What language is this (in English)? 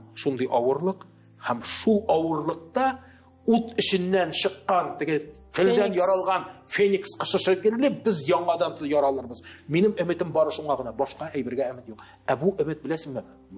Tatar